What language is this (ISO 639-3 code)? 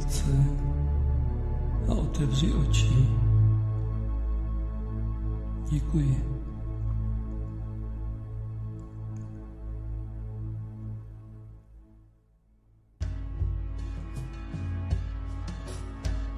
ces